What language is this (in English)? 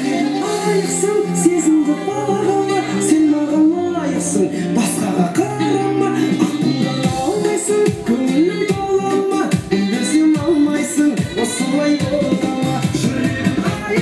Kara-Kalpak